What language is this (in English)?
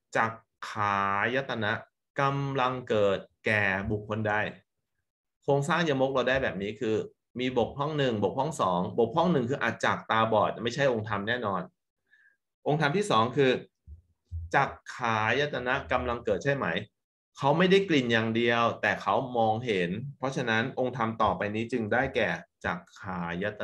Thai